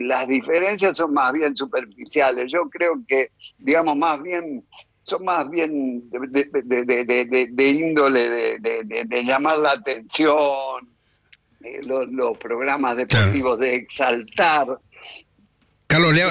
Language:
Spanish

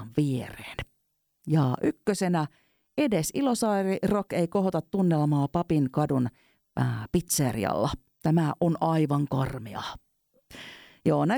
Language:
Finnish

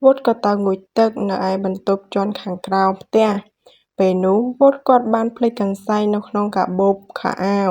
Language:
Khmer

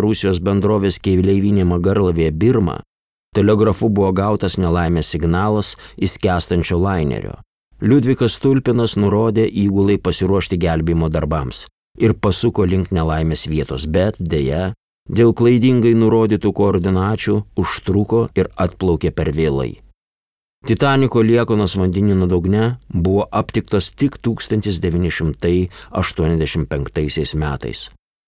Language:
Lithuanian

